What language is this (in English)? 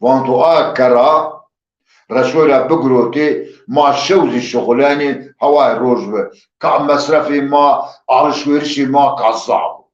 Zaza